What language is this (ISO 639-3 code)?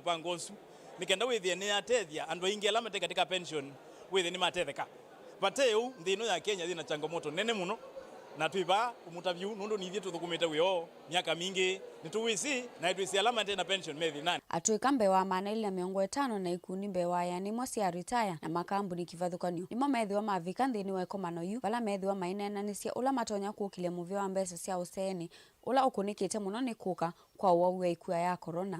kam